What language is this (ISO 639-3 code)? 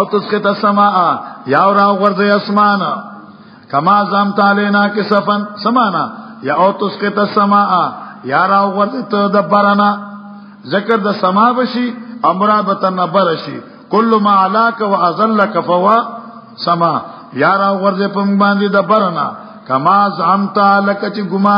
pus